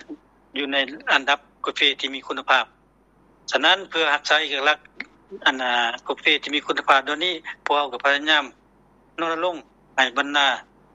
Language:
Lao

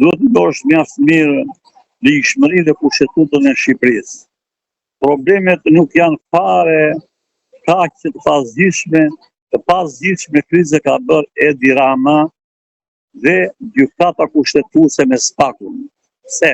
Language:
Albanian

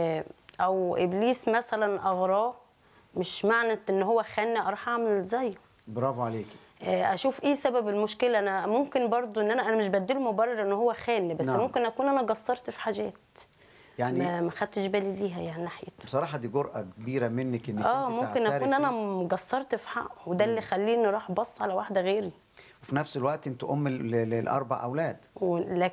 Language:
Egyptian Arabic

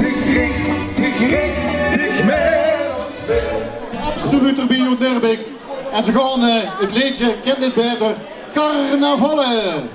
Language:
Limburgish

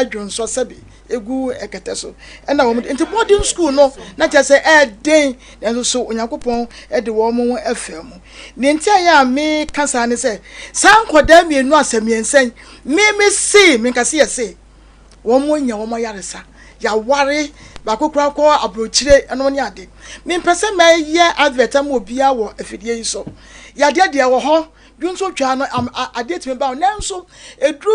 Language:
Akan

